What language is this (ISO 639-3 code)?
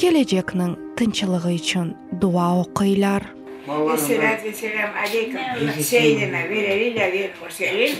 crh